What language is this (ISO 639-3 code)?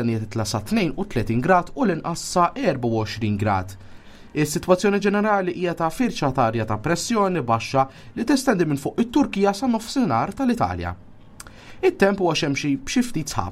mlt